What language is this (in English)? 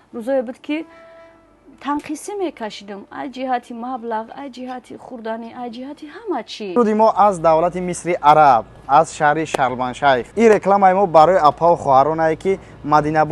Tajik